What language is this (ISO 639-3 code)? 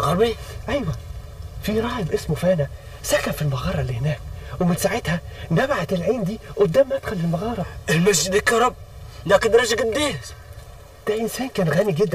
arz